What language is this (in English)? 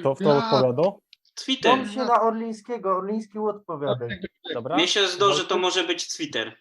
Silesian